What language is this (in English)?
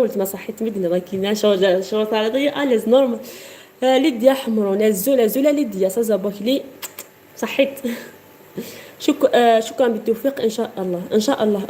Algerian Arabic